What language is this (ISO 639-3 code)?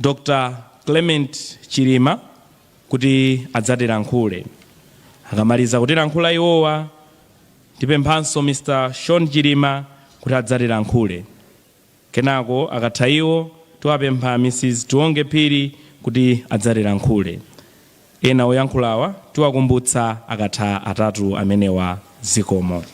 nya